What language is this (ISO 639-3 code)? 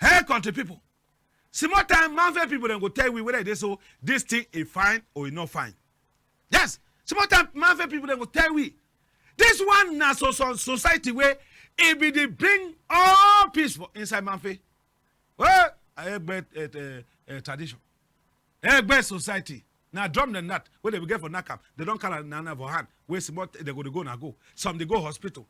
wes